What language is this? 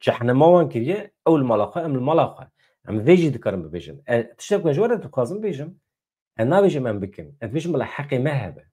Kurdish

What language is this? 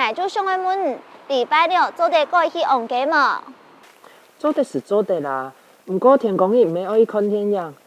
Hakka Chinese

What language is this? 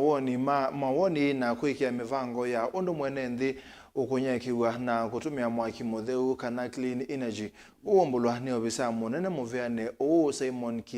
Kamba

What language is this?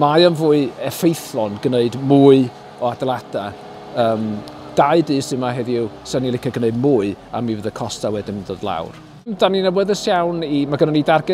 Welsh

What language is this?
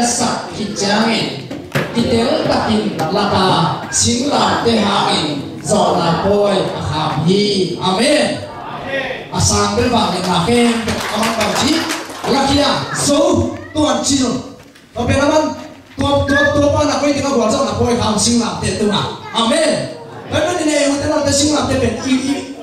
Tedim Chin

